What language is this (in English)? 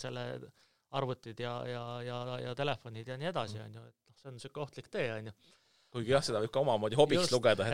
Estonian